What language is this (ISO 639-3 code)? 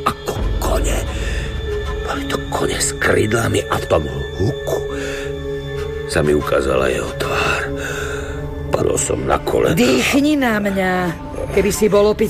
slk